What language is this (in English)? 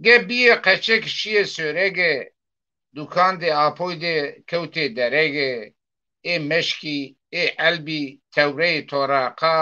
Zaza